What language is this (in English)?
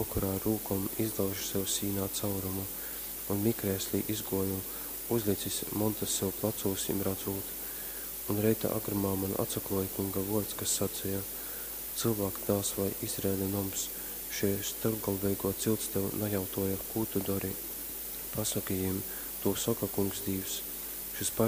Latgalian